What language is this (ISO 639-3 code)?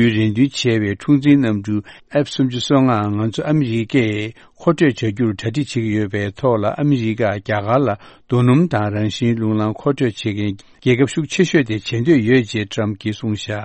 bod